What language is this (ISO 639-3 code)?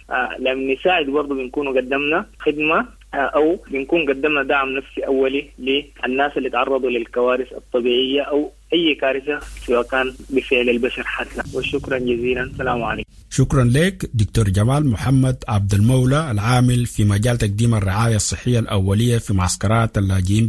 apd